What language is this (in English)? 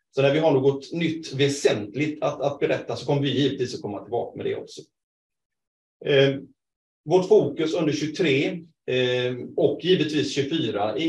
Swedish